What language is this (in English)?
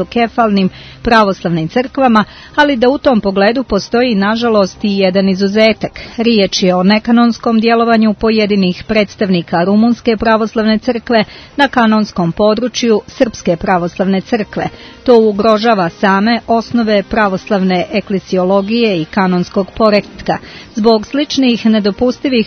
Serbian